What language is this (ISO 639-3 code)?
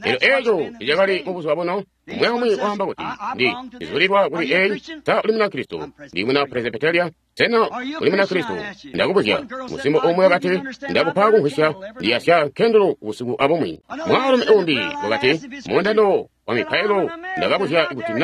toi